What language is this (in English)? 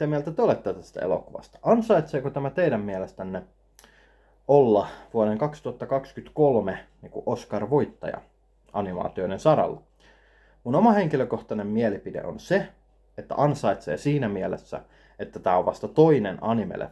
Finnish